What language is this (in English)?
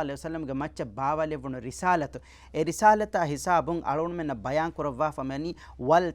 Divehi